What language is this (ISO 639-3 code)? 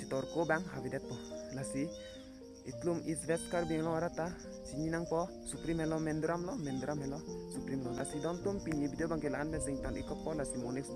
mjw